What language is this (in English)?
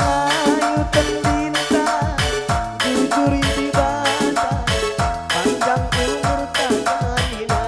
Batak Karo